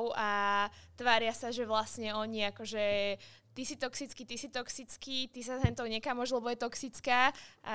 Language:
Slovak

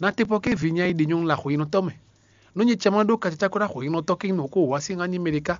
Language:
Fon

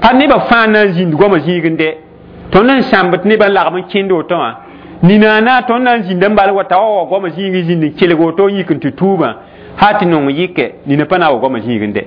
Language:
Mossi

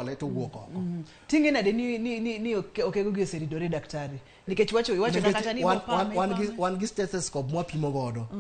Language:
Luo (Kenya and Tanzania)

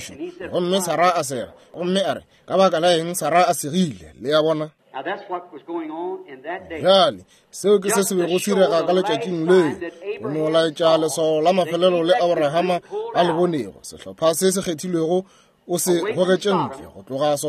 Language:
Northern Sotho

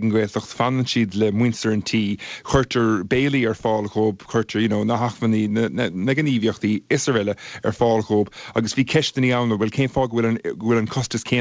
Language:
Irish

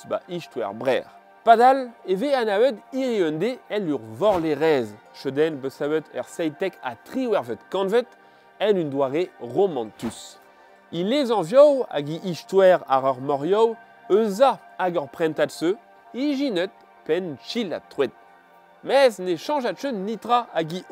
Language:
Breton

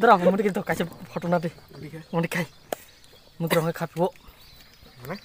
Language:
Kok Borok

